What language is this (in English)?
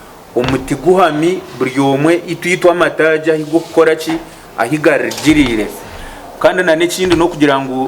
Nyankole